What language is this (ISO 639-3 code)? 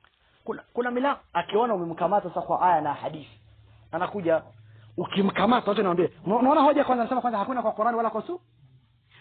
swa